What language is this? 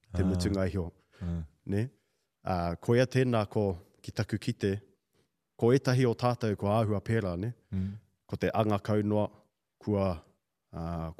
Māori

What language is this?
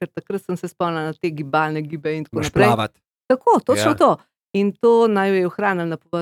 Slovenian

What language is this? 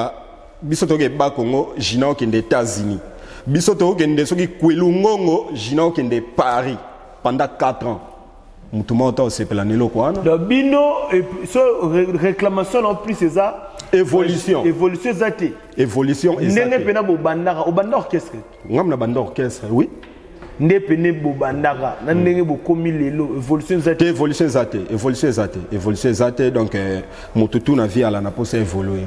Lingala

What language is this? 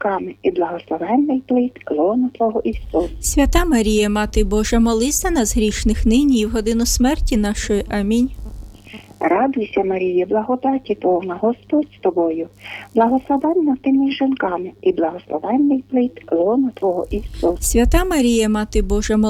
Ukrainian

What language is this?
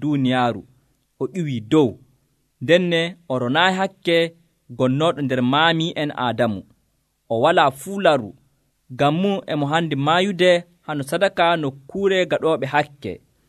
Nigerian Fulfulde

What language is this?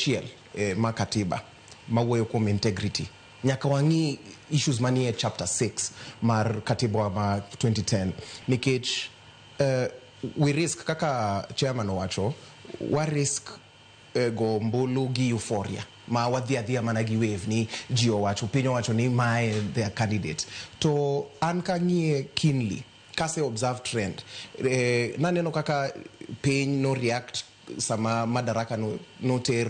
Luo (Kenya and Tanzania)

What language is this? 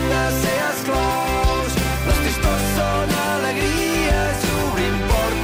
Catalan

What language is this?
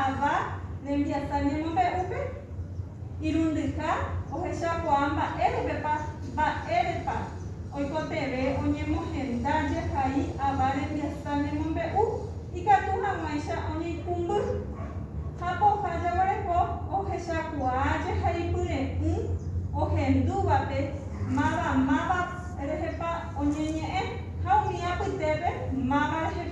Guarani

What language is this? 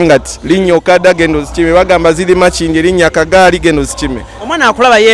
Ganda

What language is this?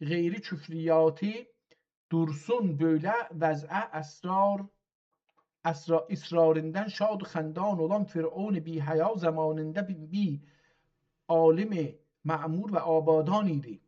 South Azerbaijani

